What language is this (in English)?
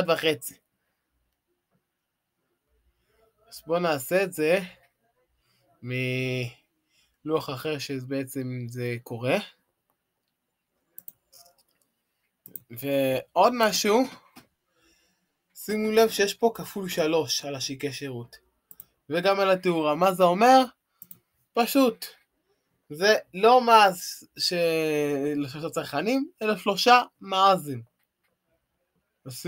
Hebrew